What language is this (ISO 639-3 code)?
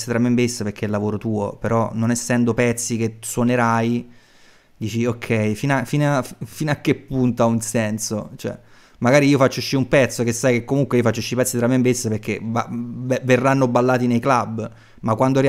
ita